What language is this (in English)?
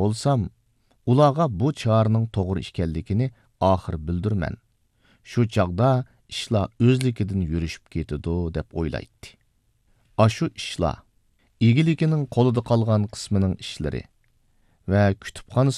Uyghur